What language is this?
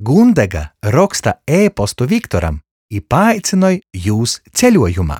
Latgalian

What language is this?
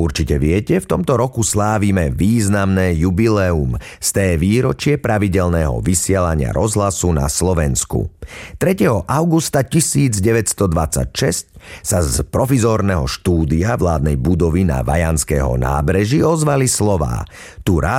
Slovak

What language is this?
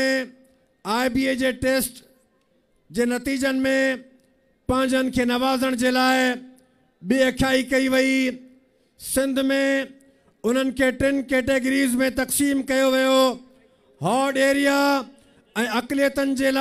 Sindhi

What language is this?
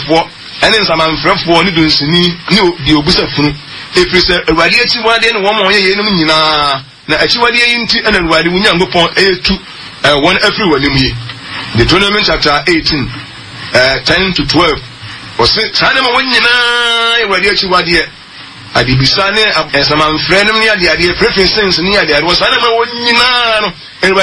Akan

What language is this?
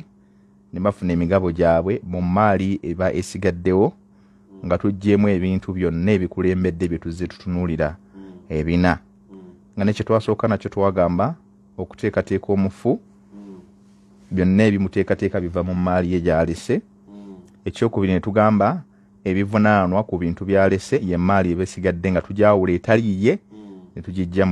Ganda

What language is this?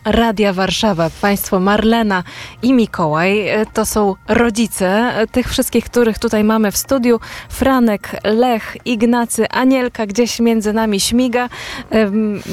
Polish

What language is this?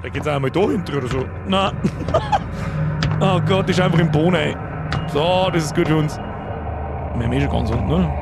Bavarian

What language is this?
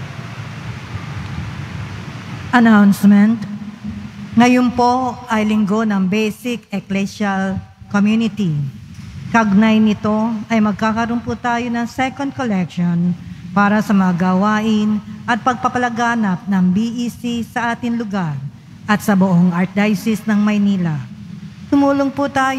Filipino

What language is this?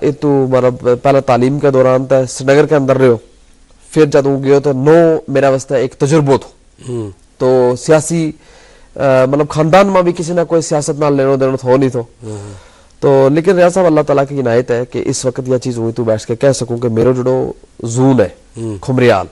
Gujari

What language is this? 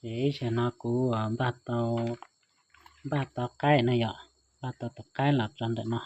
Hmong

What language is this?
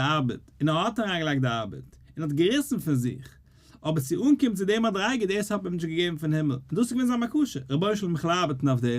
Yiddish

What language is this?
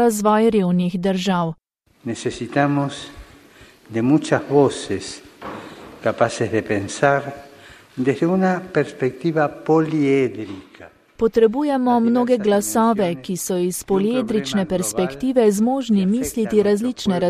Slovenian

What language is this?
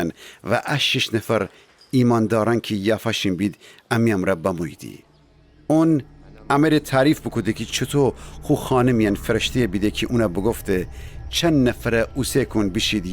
Gilaki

